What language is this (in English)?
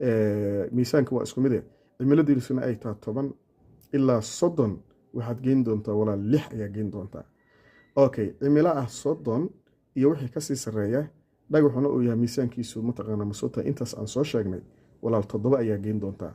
Somali